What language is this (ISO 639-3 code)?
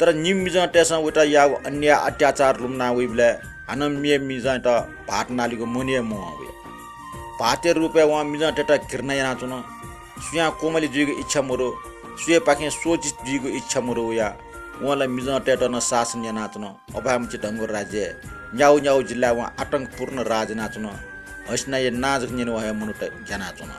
new